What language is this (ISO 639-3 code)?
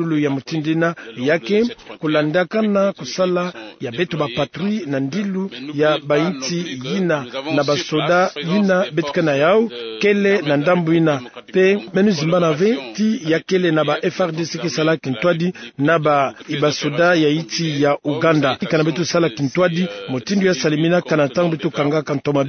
ktu